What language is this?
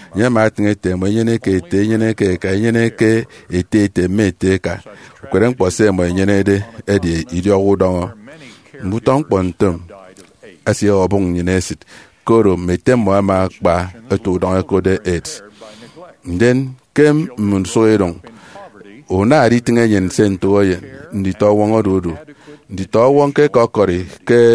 Efik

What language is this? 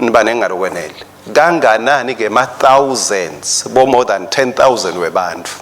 Swati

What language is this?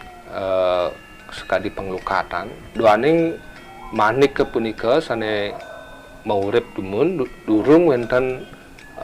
Balinese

